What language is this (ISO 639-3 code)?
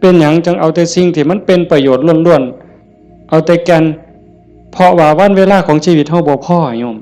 tts